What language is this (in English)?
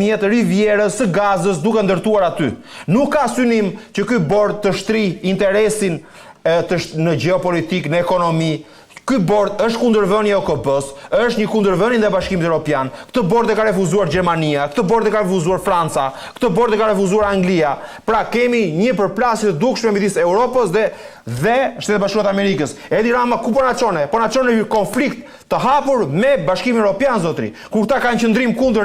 Albanian